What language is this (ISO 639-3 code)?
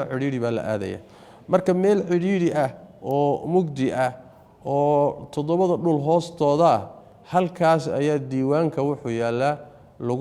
som